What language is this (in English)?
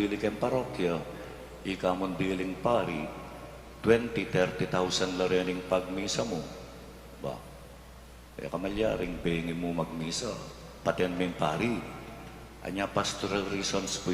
Pampanga